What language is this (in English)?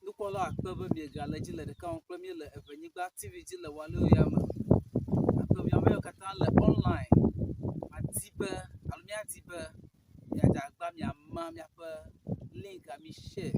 Ewe